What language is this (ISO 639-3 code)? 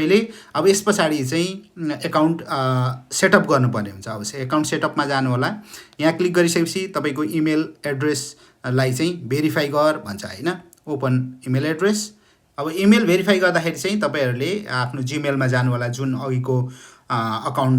nep